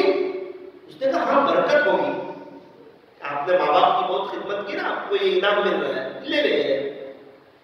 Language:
Urdu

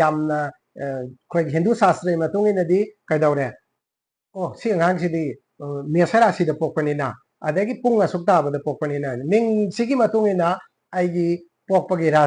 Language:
Manipuri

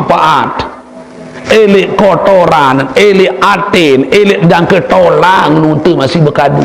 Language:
Sasak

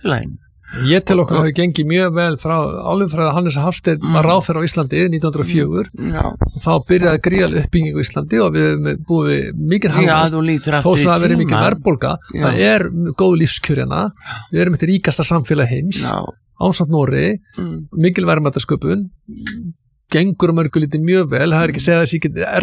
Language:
Icelandic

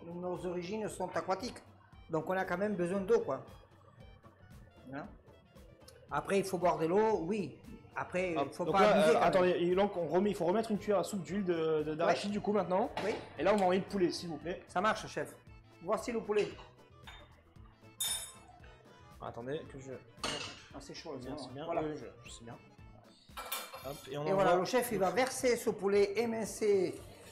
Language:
French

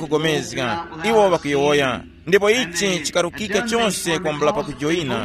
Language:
Tumbuka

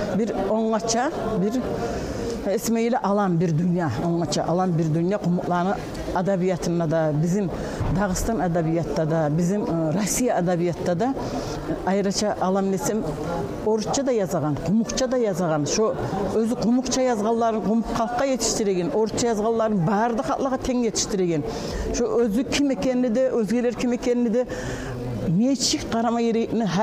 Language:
Kumyk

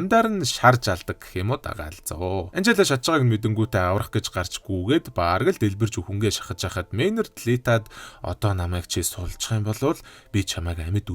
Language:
Mongolian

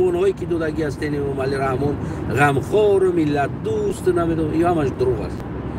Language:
Tajik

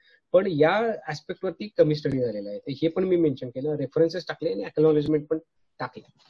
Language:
Marathi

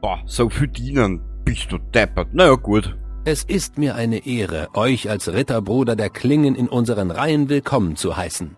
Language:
Bavarian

